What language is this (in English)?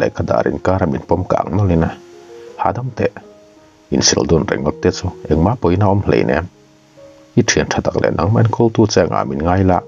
Mizo